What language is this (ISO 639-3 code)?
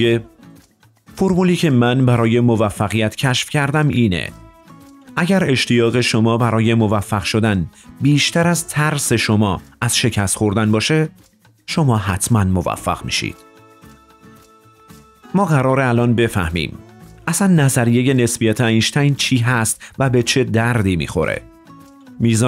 fas